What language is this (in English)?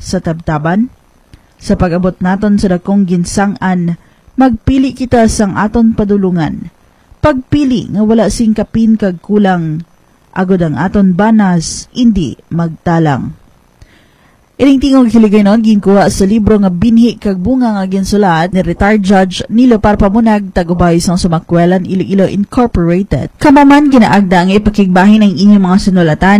Hiligaynon